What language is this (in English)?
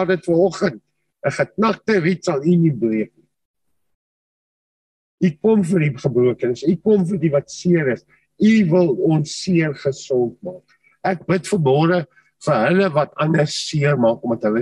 Afrikaans